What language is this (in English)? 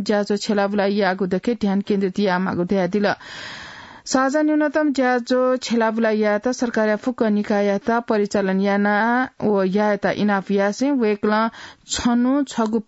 Newari